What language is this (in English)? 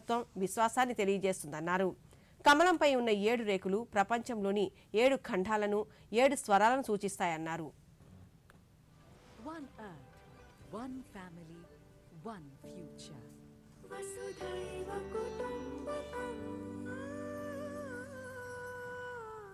Telugu